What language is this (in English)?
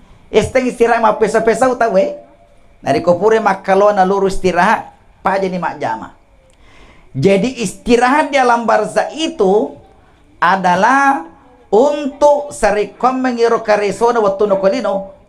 Buginese